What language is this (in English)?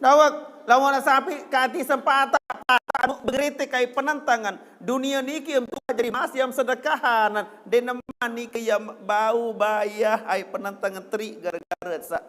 Sasak